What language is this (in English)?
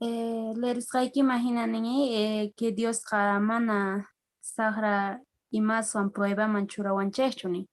Quechua